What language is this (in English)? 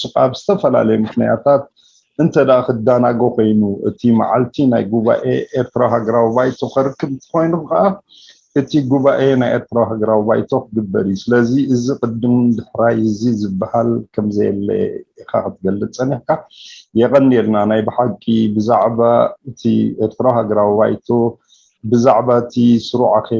Tigrinya